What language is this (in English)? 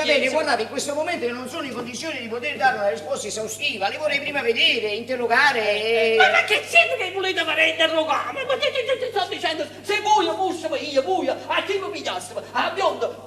Neapolitan